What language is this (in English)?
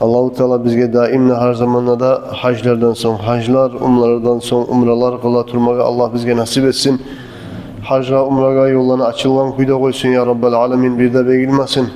Kumyk